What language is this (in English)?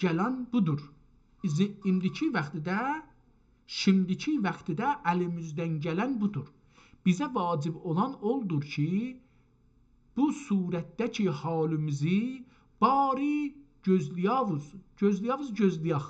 South Azerbaijani